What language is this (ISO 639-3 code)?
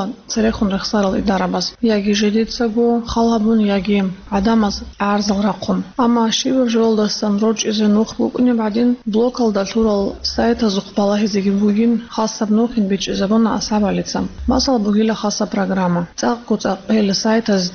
ava